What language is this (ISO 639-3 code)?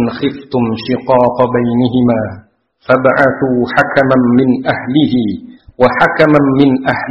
ind